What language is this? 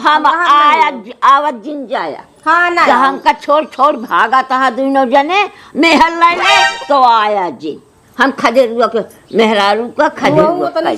Awadhi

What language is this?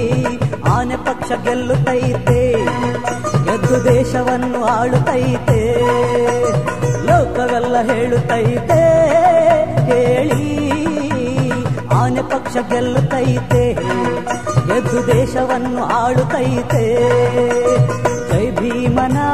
Kannada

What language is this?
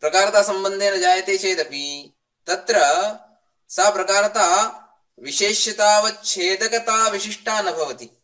Sanskrit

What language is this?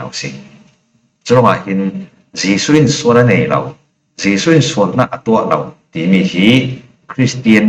Falam Chin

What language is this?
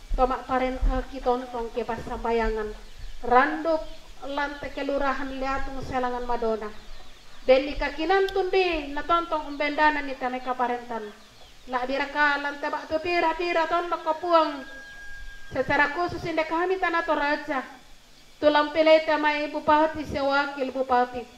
Toraja-Sa'dan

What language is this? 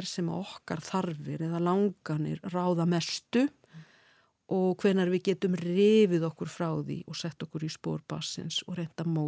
Icelandic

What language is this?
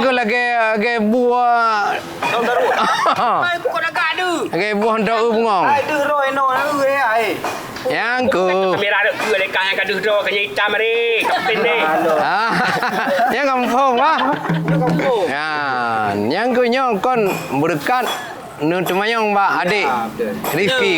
Achinese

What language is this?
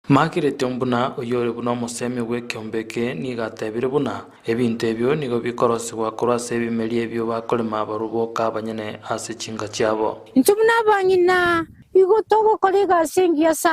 Gusii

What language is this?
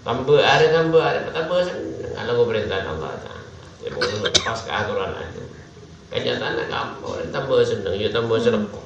Madurese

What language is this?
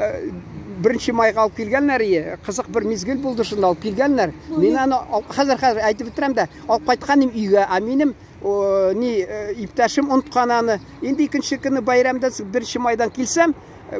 Tatar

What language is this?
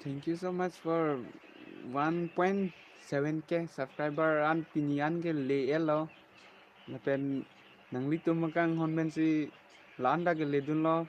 Karbi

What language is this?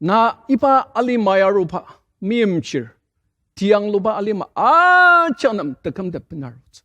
Ao Naga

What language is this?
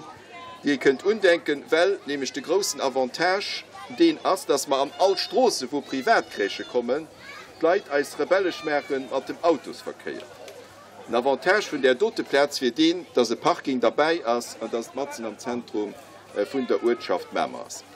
Luxembourgish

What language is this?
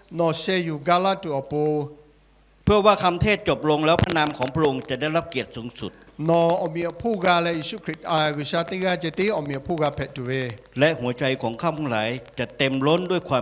Lahu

